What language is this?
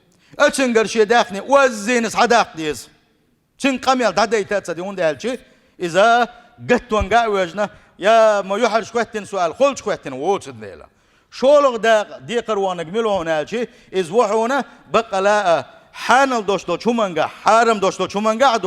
Chechen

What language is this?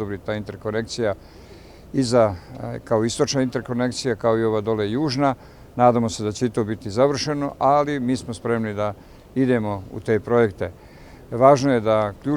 Bosnian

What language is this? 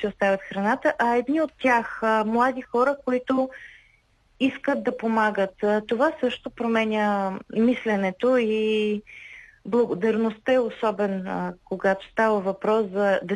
Bulgarian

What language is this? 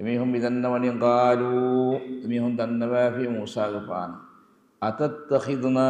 Divehi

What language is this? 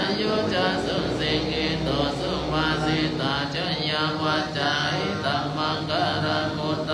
Pali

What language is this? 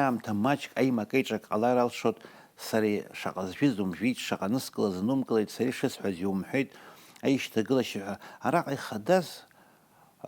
Abkhazian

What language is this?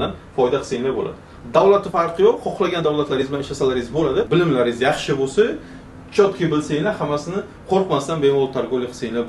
Uzbek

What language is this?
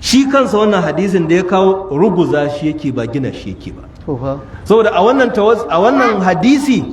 Hausa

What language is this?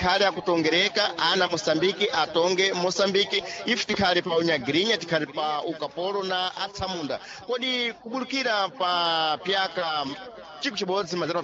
Sena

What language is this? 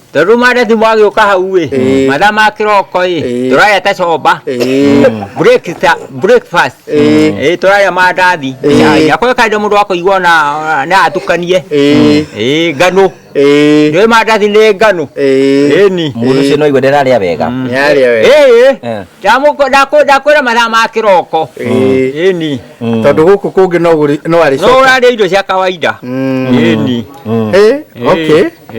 Kikuyu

